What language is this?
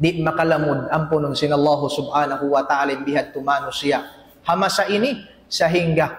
Tausug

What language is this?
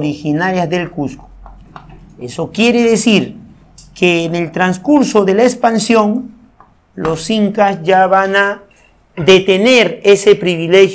Spanish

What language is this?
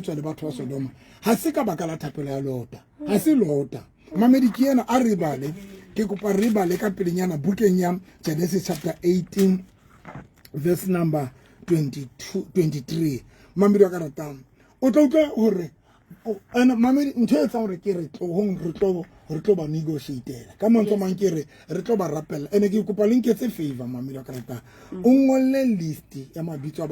Southern Sotho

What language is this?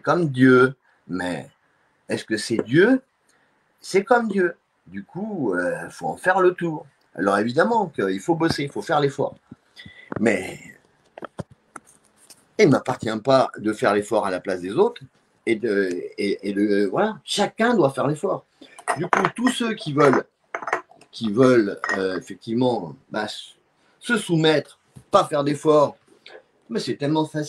French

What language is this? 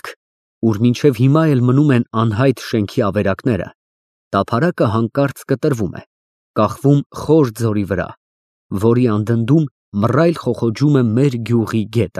Armenian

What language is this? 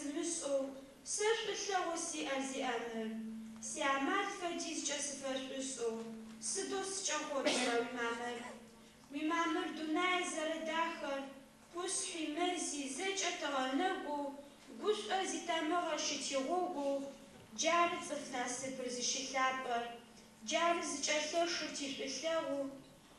Adyghe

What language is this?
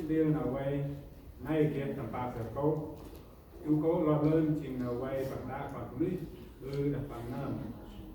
Central Mnong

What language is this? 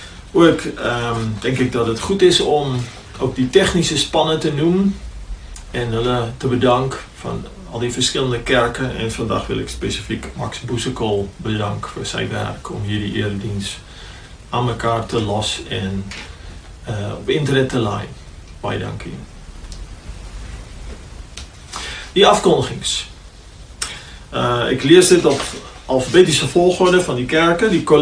Afrikaans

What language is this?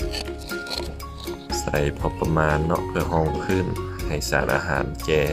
Lao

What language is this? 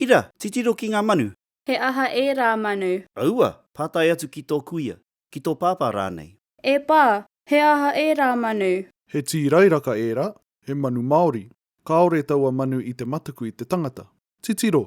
Māori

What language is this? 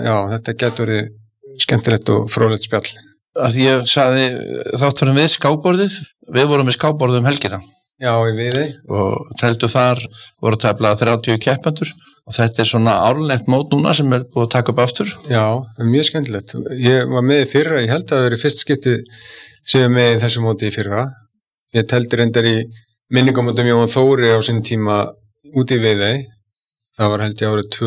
Icelandic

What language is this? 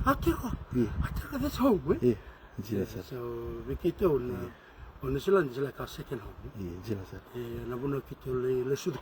Fijian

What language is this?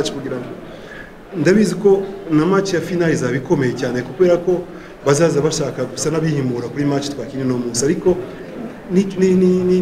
Kinyarwanda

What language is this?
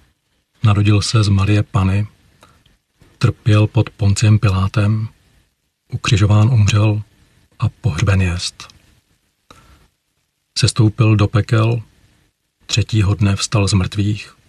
Czech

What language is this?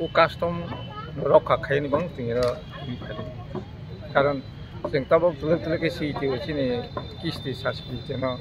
Kok Borok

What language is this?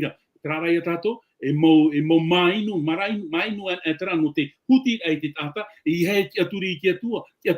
Tahitian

